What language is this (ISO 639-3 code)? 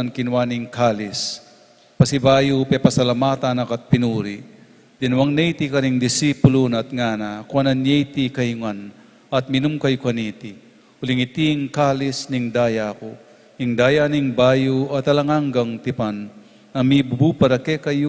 pam